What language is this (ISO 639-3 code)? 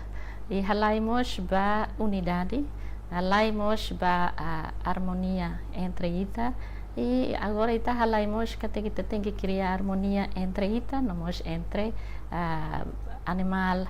tet